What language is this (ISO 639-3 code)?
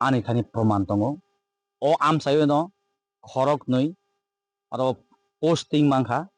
trp